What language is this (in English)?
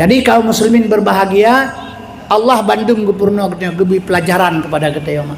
Achinese